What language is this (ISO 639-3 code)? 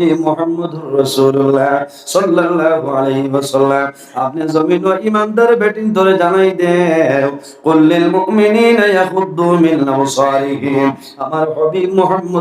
syl